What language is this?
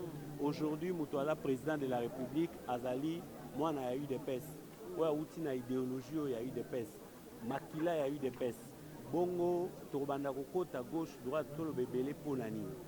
Lingala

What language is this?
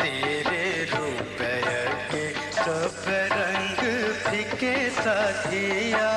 Dogri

